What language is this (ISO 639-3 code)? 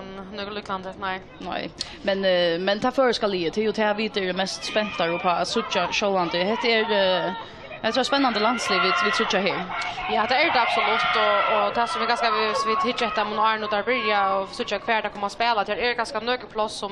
fao